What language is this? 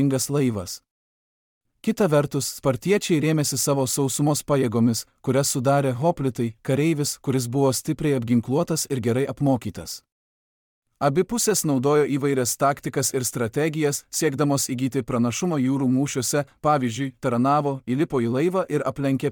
Lithuanian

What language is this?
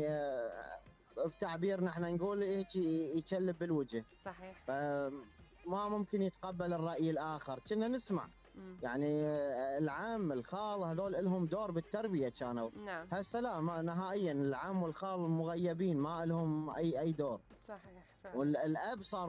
Mesopotamian Arabic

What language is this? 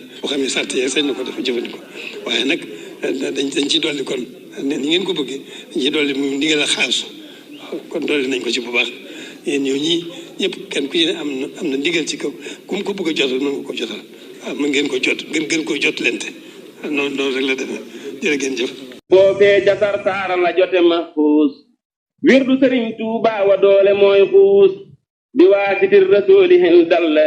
Wolof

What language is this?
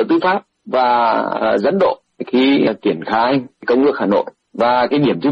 Vietnamese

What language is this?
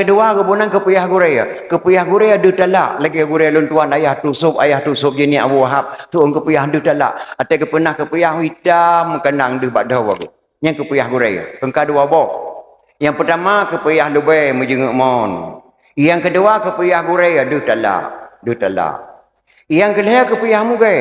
Achinese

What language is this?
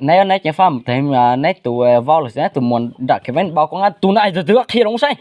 Hmong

